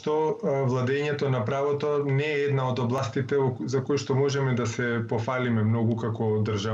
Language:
Macedonian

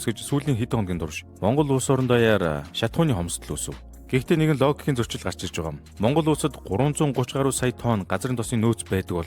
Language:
Mongolian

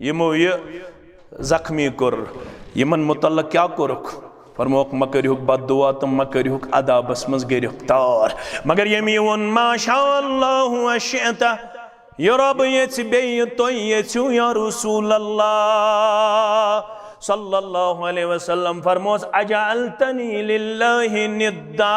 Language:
Kashmiri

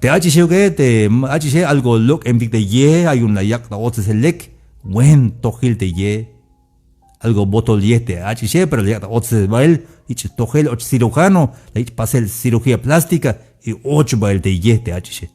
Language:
Tzeltal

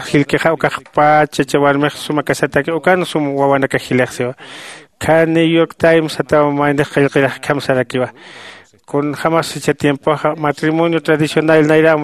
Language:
Aymara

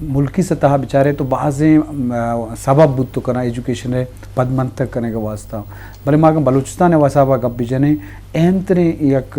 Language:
Eastern Balochi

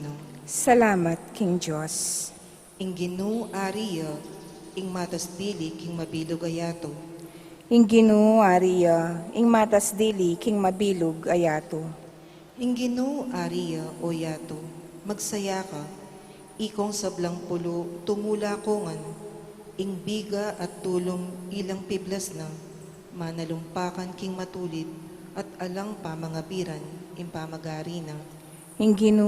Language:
Pampanga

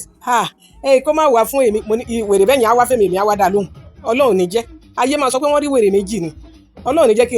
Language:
Yoruba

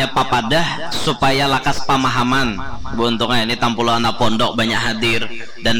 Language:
Banjar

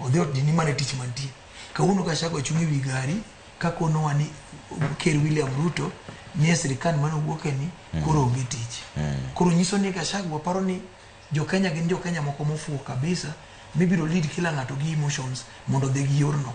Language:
Luo (Kenya and Tanzania)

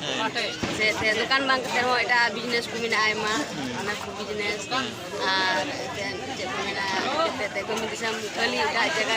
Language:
Santali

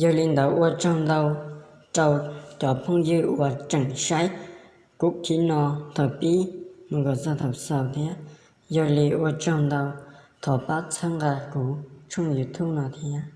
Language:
Hmong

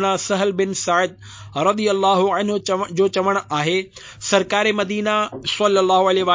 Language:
Sindhi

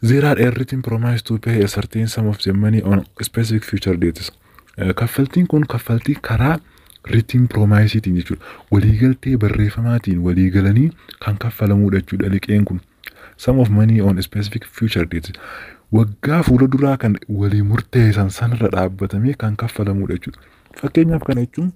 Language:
Oromo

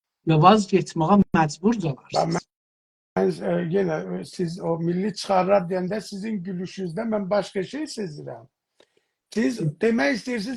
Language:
South Azerbaijani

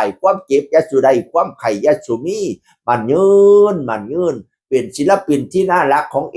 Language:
Northeastern Thai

